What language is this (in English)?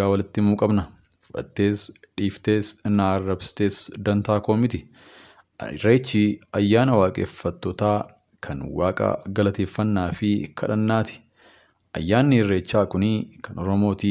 Oromo